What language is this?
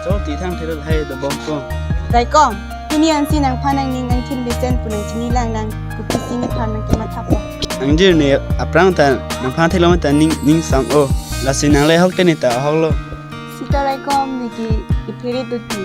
Karbi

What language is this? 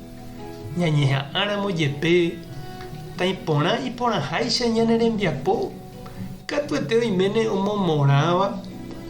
Guarani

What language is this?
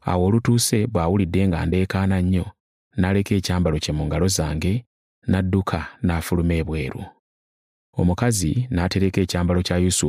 Ganda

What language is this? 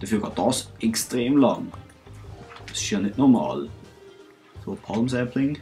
Swiss German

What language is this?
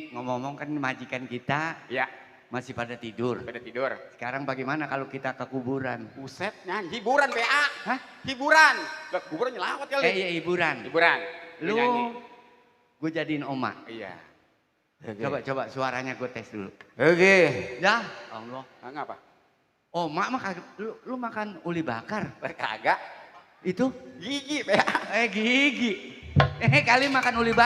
Betawi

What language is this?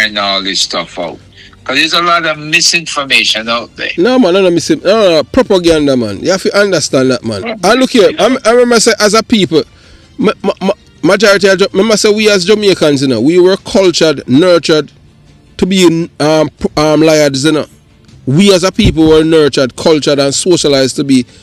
Jamaican Creole English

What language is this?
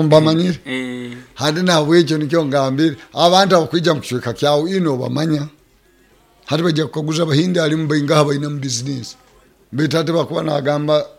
Nyoro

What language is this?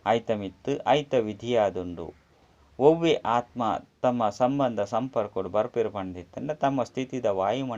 Tulu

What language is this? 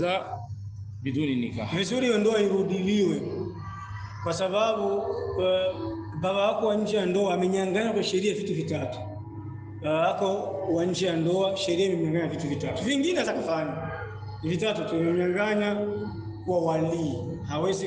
Swahili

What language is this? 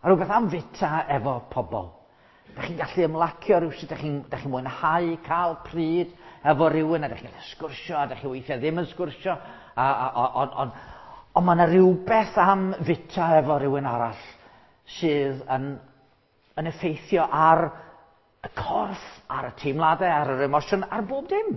Welsh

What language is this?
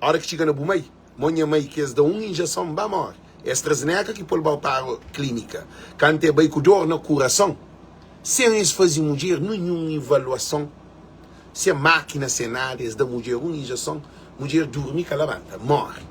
Kabuverdianu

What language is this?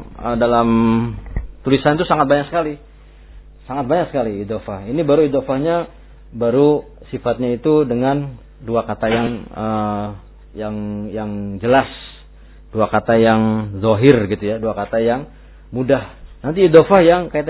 Indonesian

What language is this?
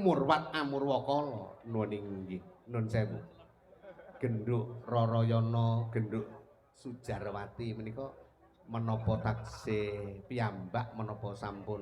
Javanese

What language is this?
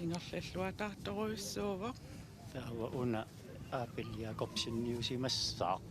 Kalaallisut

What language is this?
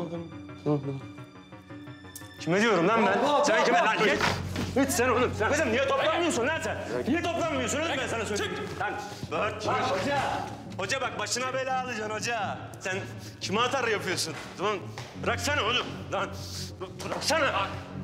Turkish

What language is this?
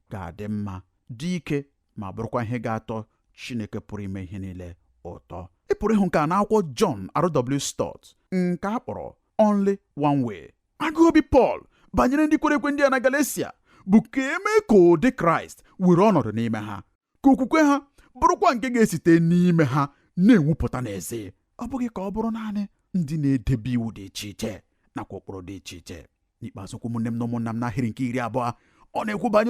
Igbo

